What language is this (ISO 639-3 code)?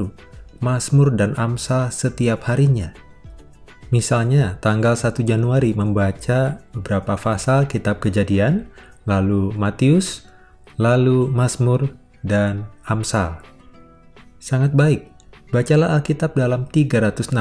ind